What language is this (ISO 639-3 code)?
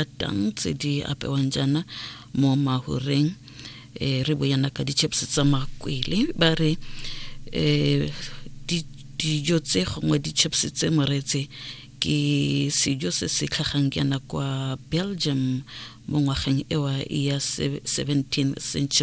tsn